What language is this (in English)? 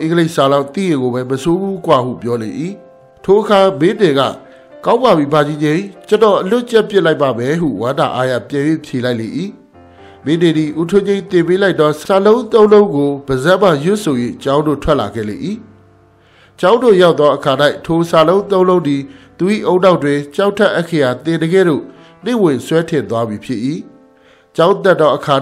Burmese